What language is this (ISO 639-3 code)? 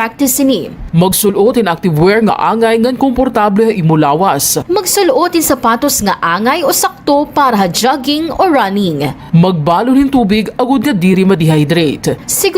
war